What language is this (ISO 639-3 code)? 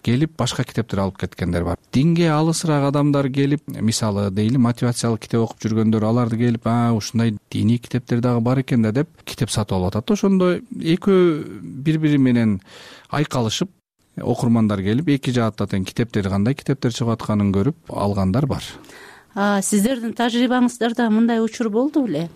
kir